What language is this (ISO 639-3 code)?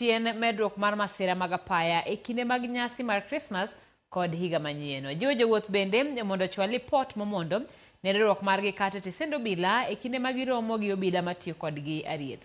luo